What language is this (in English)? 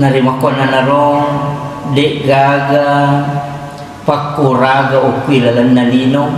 Buginese